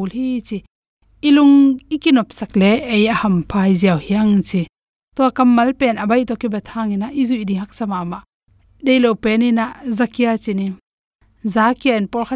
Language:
Tedim Chin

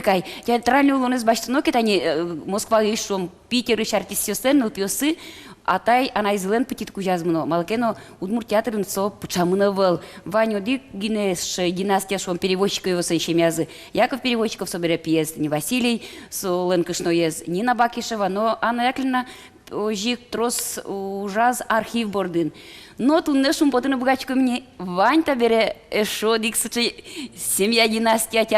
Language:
Udmurt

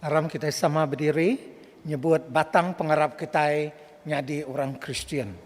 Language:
Iban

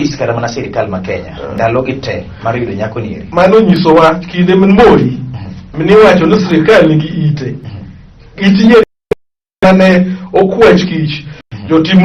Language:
Luo (Kenya and Tanzania)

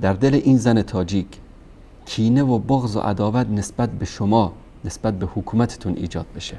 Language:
Persian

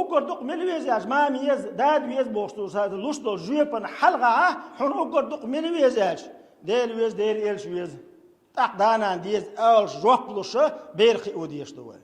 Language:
Chechen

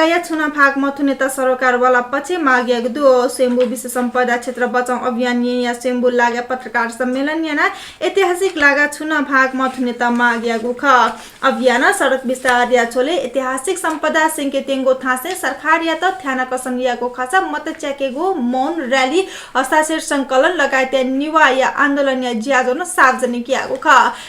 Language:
Newari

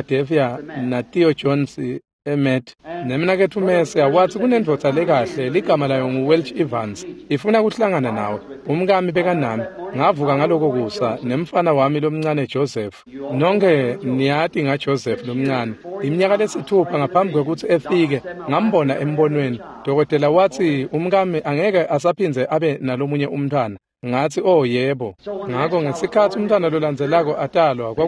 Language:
Swati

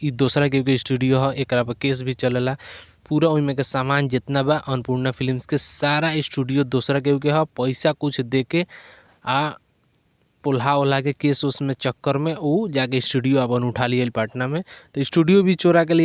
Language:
Bhojpuri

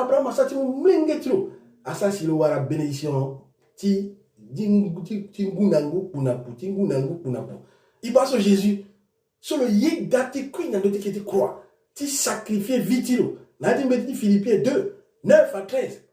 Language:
Sango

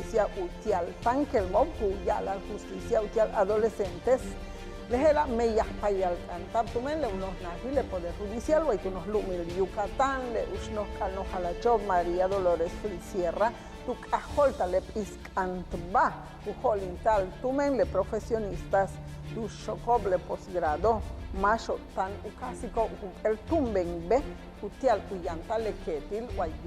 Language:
Yucateco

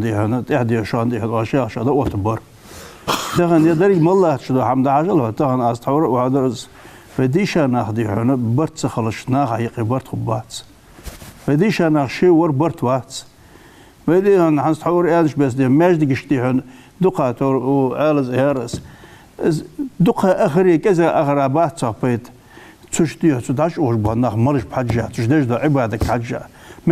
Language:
Ingush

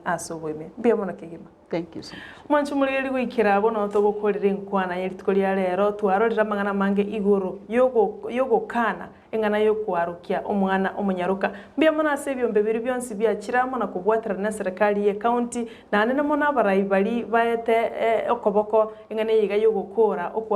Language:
Gusii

